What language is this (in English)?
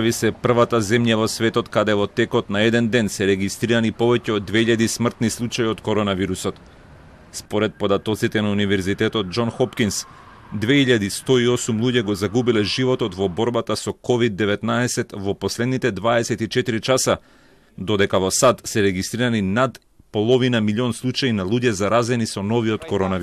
Macedonian